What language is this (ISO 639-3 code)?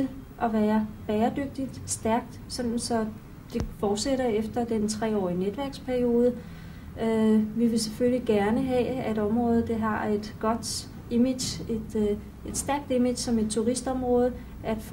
dan